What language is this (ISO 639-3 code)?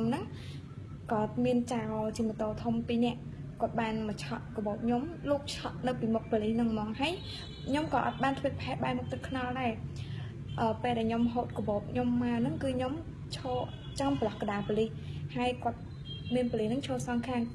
khm